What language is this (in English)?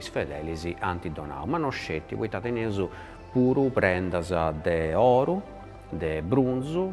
Sardinian